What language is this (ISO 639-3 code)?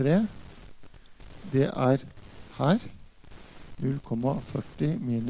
nor